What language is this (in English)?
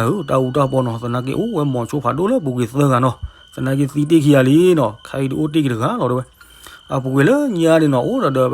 S'gaw Karen